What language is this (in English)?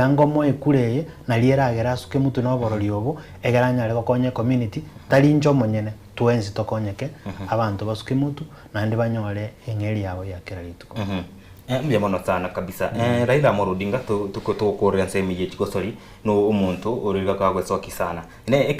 Gusii